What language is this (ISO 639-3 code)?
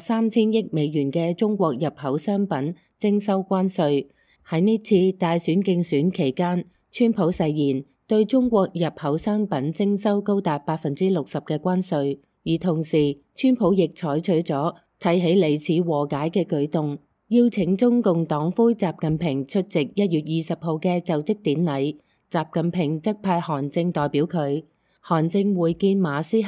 yue